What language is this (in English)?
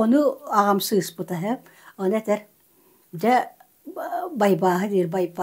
Yakut